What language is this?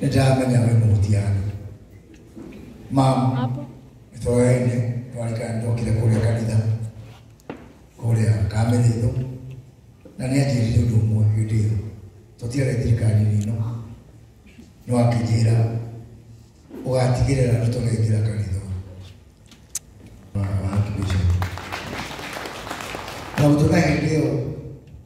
Kikuyu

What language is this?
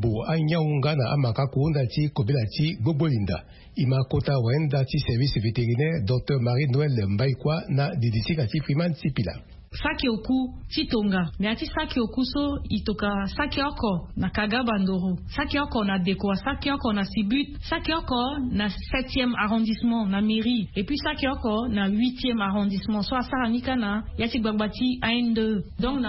Sango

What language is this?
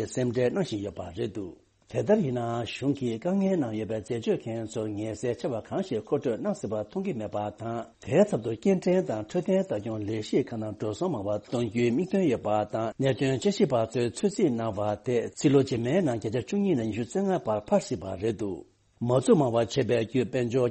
Tibetan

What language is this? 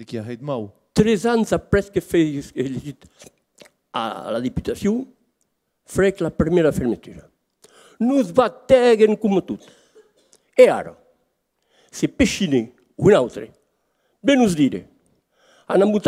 Occitan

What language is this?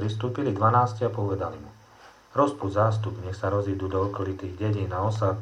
Slovak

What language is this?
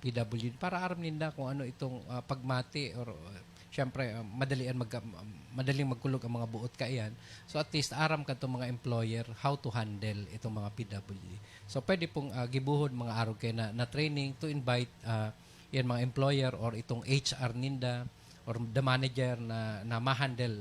Bikol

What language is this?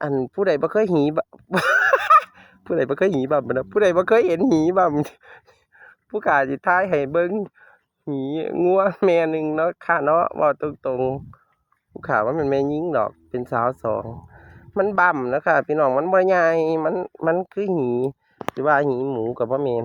Northeastern Thai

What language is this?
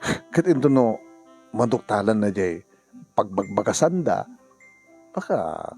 Iloko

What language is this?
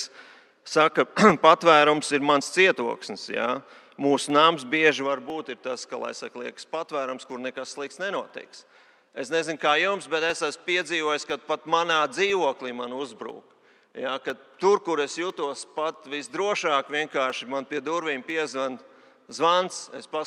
Latvian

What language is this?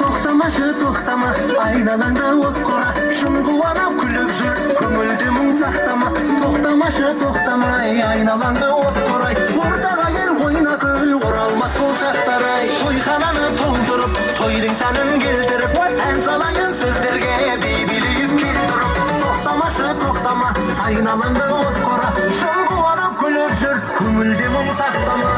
Kara-Kalpak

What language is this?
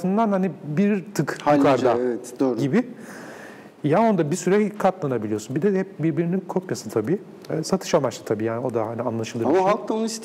Turkish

